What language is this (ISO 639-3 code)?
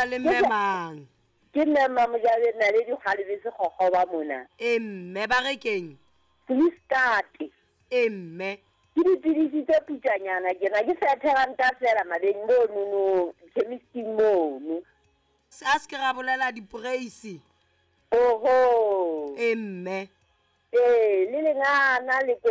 sot